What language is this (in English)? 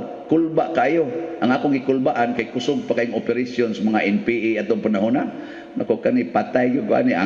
Cebuano